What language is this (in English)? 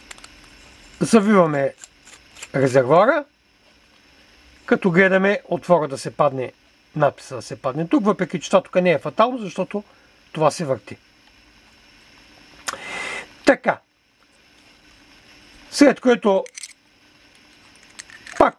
Bulgarian